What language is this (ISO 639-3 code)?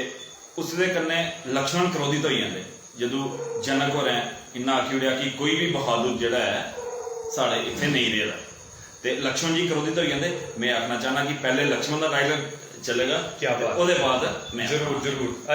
doi